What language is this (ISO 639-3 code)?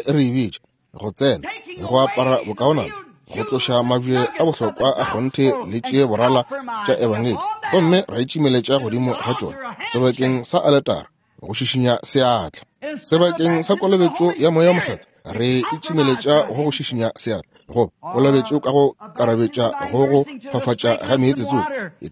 nso